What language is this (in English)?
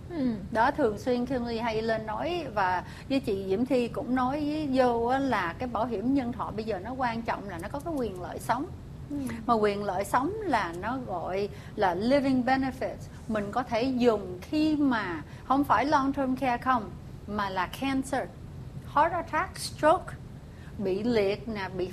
Vietnamese